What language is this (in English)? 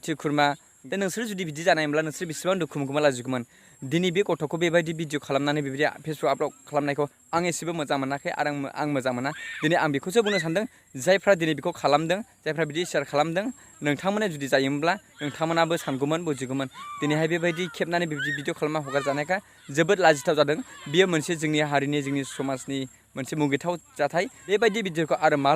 Bodo